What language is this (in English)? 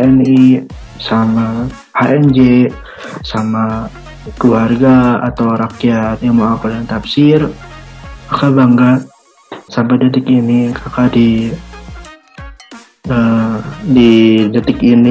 Indonesian